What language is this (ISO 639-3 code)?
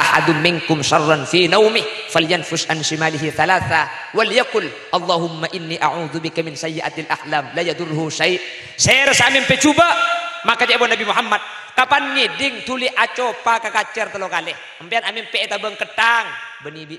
mad